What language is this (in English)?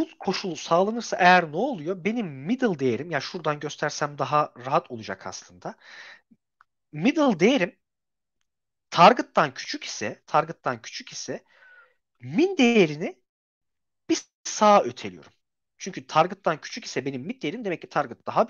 Turkish